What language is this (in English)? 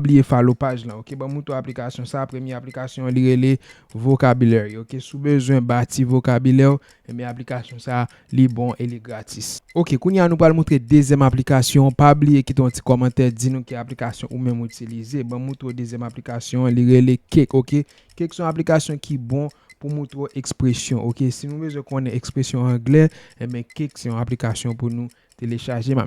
Haitian Creole